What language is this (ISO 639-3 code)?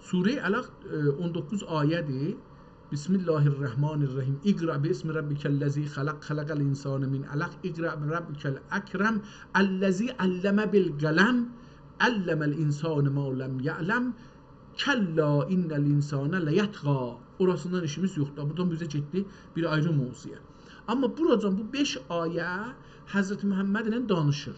azb